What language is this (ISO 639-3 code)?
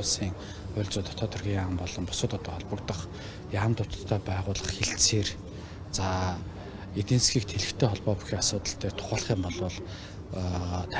mon